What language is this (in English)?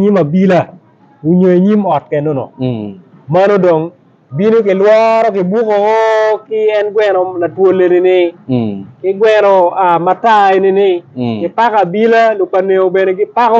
Acoli